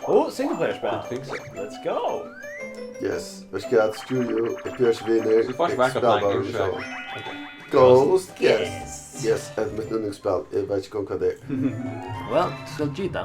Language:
Faroese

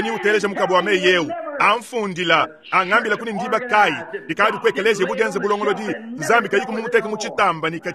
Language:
Luba-Lulua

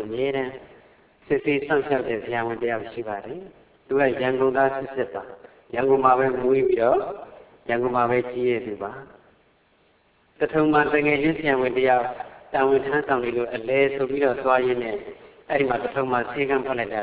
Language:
Burmese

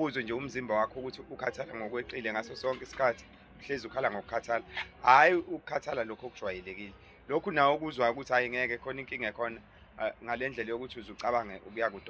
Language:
Zulu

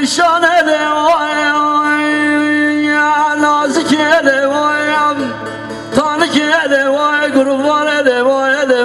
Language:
Kurdish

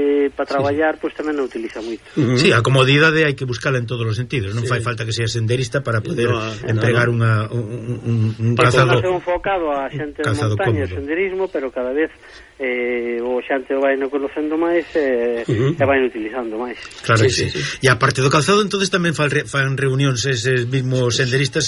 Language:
Galician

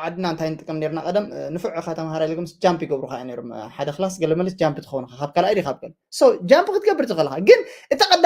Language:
Tigrinya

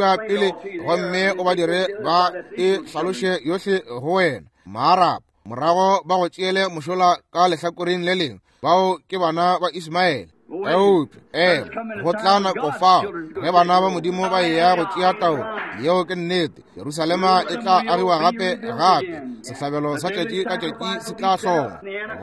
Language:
Northern Sotho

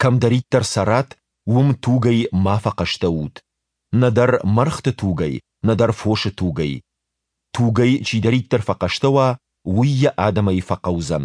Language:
Ossetic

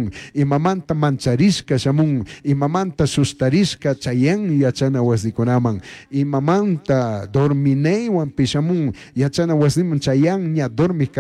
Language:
Chimborazo Highland Quichua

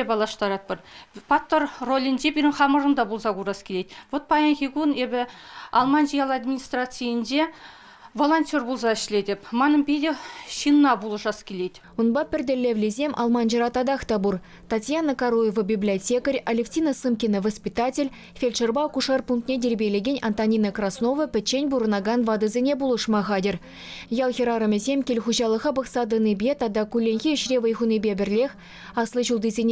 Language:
Chuvash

